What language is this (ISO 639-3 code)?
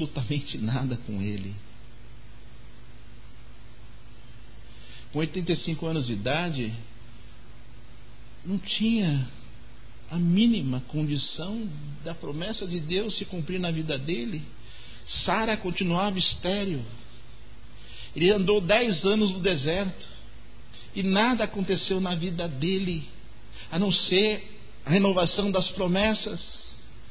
por